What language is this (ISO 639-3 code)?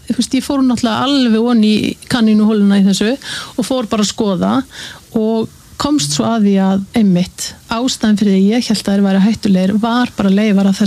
isl